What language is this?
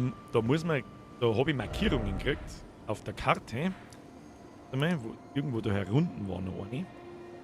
Bavarian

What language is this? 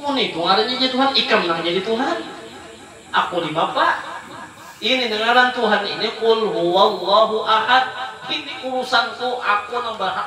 Banjar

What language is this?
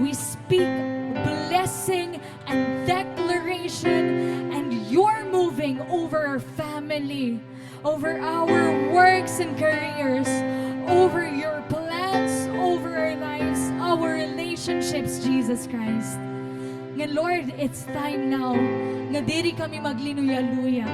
Waray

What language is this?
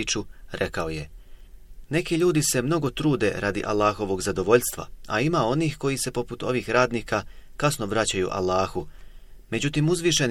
Bosnian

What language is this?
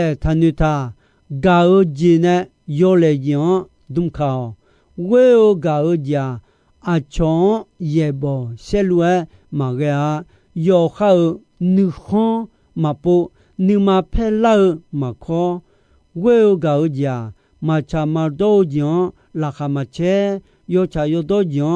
Akha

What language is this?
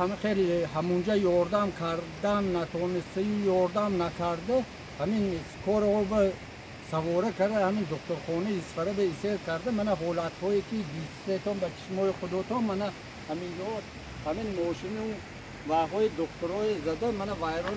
Tajik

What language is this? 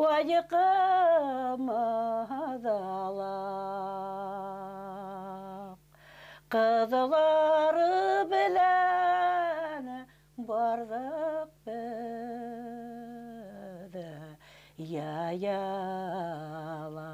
Bashkir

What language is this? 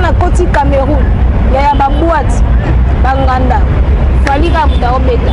Lingala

